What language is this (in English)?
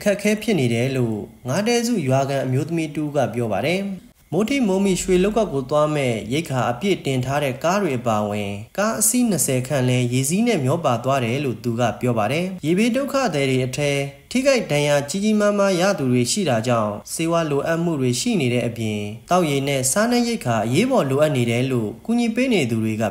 Burmese